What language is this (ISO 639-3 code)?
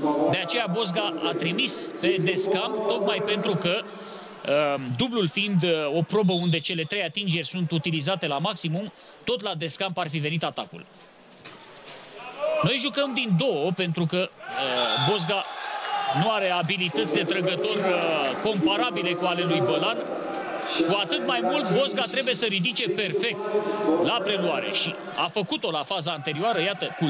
ron